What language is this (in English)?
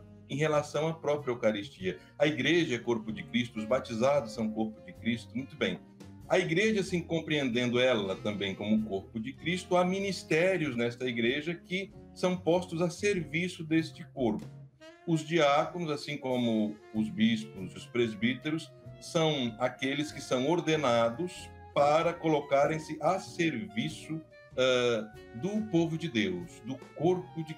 Portuguese